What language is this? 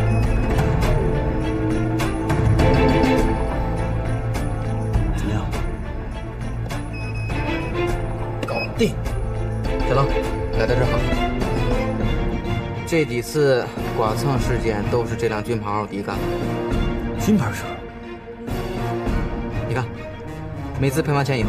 Chinese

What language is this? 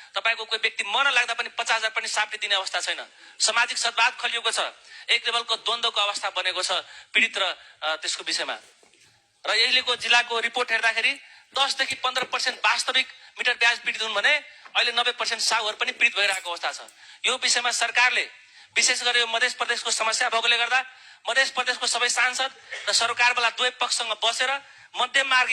Nepali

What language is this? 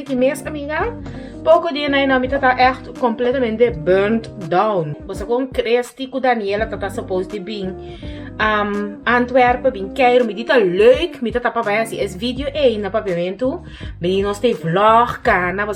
Papiamento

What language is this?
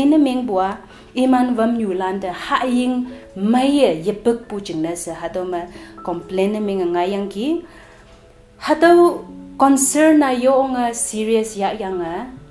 Konyak Naga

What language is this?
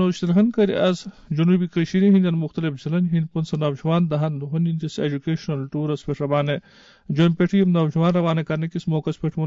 Kashmiri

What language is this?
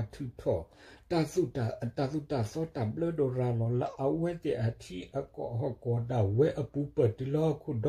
S'gaw Karen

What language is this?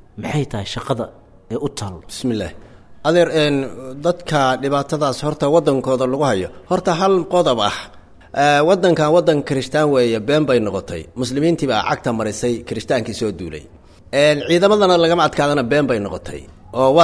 Somali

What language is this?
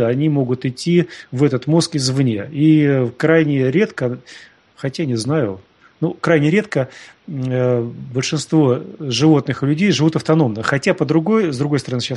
Russian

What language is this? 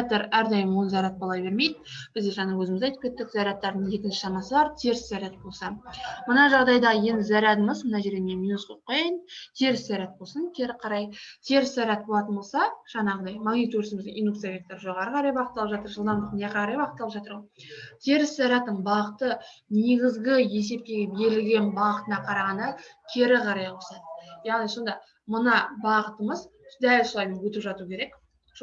Kazakh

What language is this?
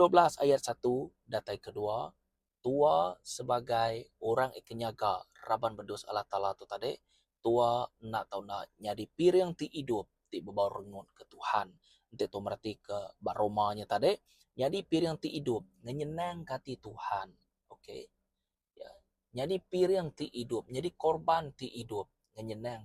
Iban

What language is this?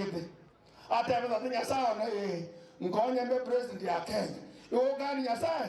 Gusii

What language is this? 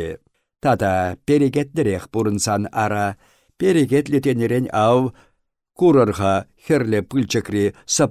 Chuvash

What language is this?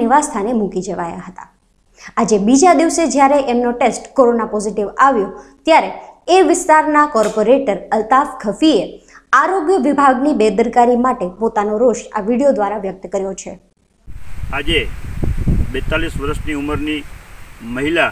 Gujarati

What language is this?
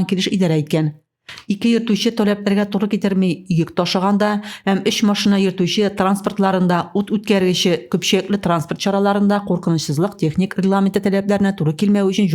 Tatar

